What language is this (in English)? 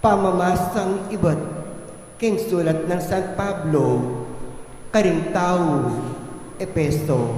Pampanga